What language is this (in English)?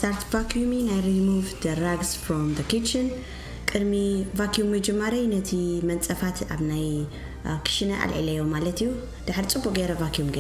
Tigrinya